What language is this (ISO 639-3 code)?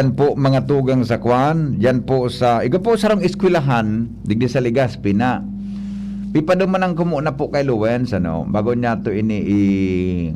bik